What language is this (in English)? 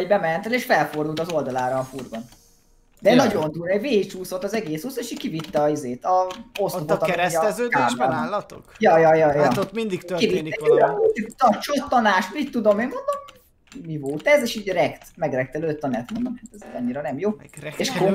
Hungarian